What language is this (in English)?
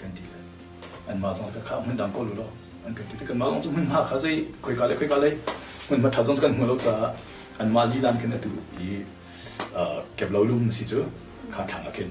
Hakha Chin